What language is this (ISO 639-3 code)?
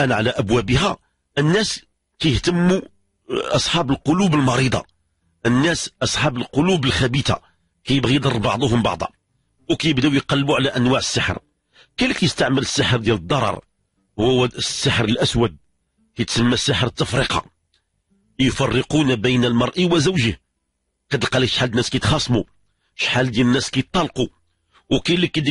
ary